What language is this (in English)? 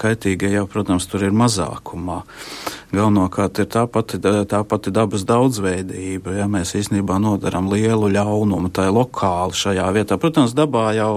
Latvian